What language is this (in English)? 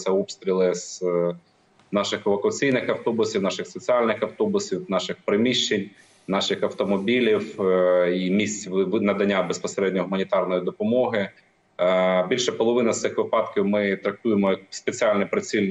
Ukrainian